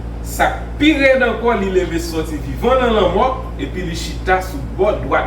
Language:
Haitian Creole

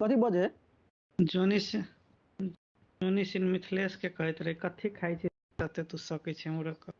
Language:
Maithili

